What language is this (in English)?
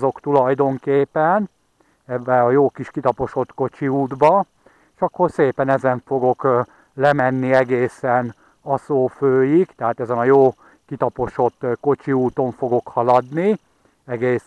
Hungarian